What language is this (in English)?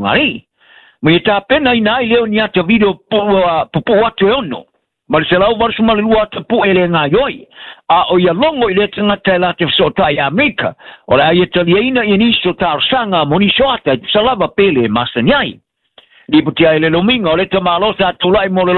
Samoan